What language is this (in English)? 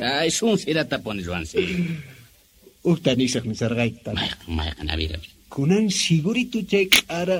Quechua